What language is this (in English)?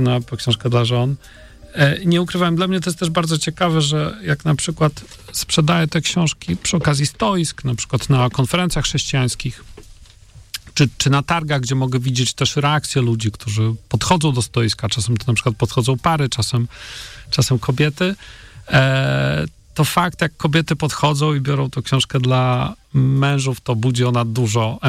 Polish